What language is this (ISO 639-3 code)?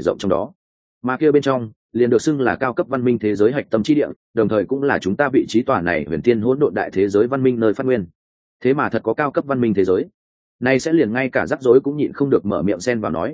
vie